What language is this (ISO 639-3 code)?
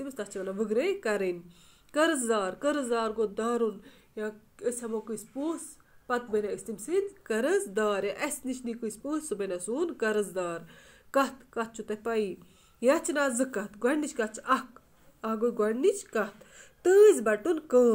kas